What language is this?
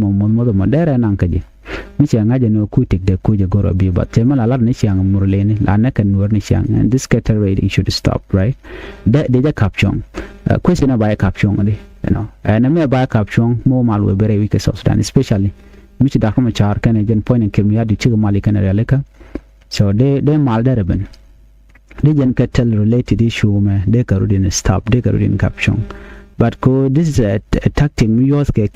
Nuer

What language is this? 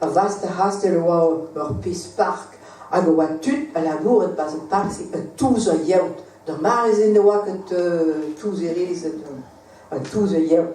Breton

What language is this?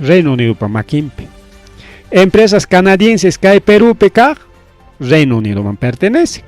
Ayacucho Quechua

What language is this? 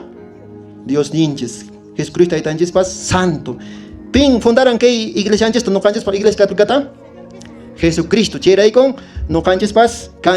Quechua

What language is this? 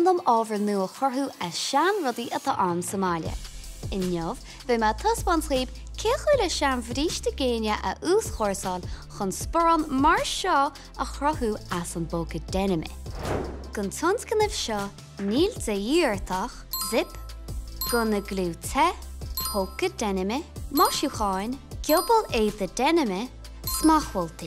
Irish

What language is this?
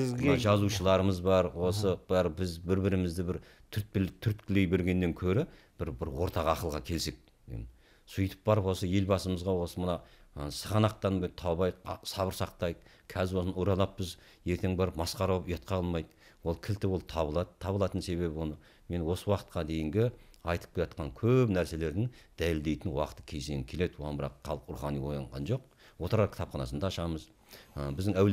Kazakh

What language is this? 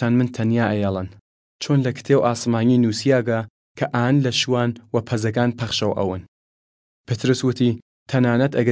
Southern Kurdish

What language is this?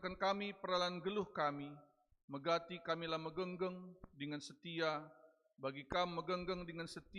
Batak Karo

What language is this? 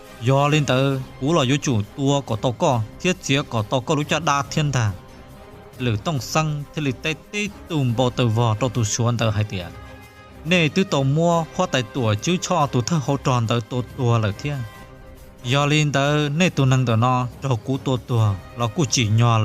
Hmong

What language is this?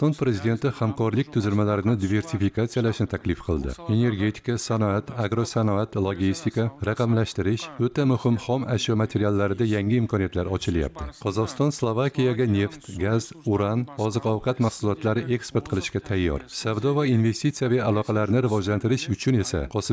Uzbek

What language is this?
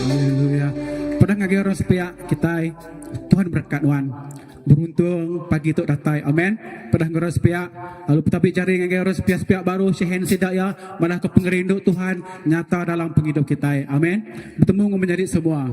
Iban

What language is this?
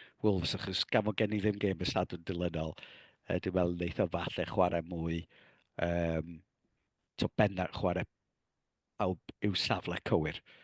Welsh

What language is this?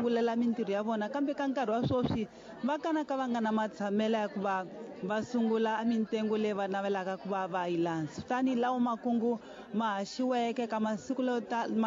Tsonga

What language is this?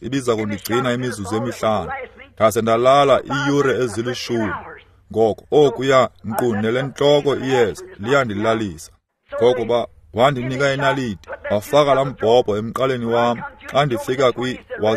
Xhosa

